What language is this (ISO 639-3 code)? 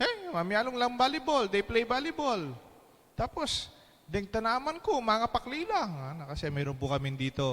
pam